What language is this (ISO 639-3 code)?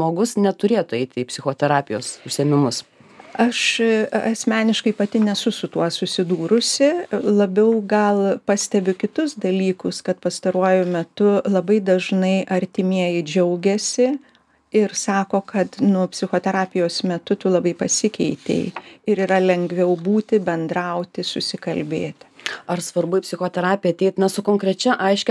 lit